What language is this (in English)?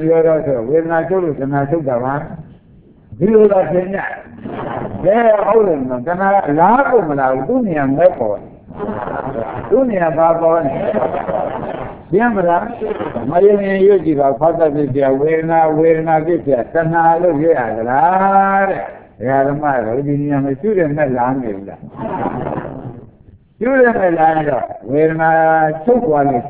Burmese